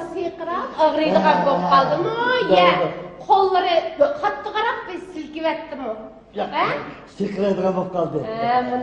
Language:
Uyghur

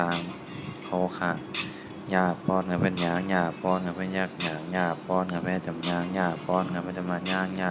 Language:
Shan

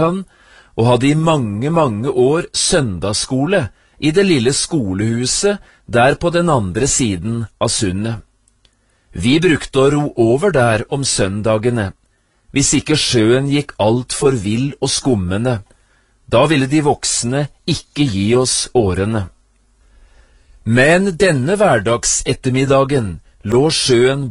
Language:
Norwegian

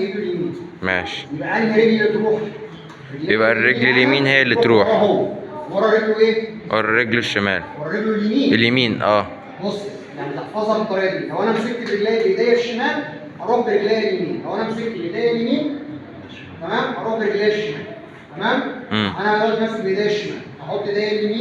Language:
Egyptian Arabic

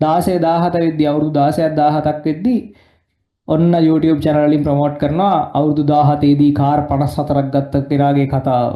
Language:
Sinhala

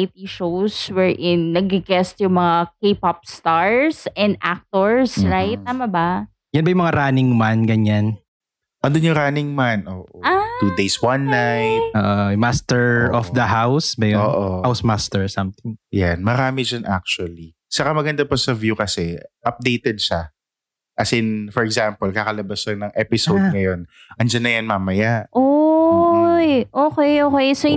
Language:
Filipino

